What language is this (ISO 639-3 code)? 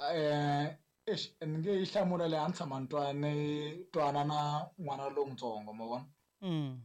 tso